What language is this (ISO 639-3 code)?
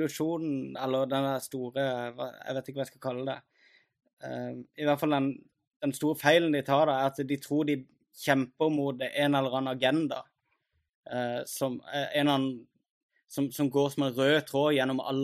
nor